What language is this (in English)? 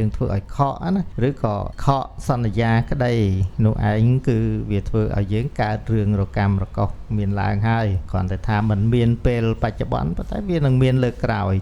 Khmer